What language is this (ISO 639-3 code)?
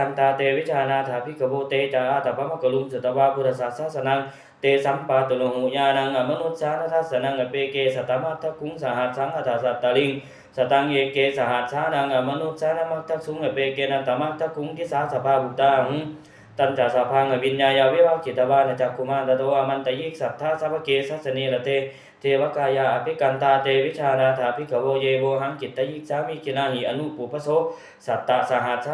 pli